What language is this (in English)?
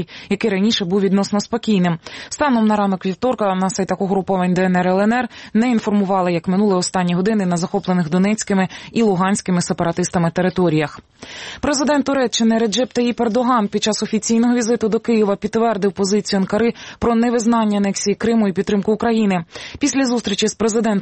Ukrainian